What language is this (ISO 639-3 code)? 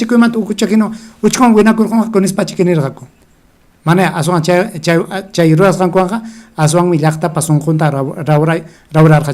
quy